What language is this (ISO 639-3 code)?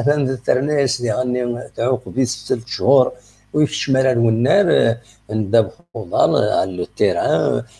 kab